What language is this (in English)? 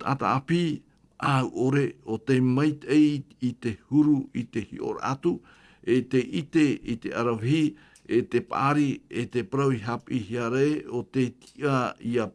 Tahitian